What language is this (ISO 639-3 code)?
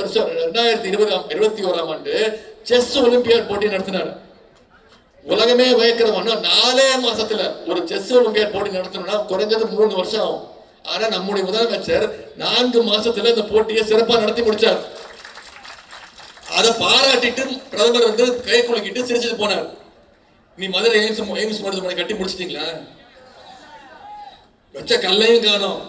tam